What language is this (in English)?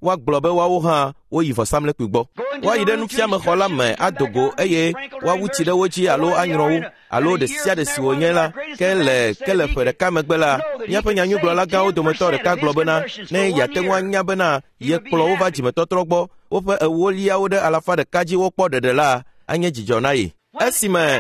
Ewe